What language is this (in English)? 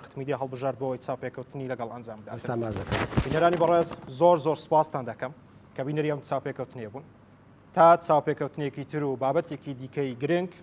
Central Kurdish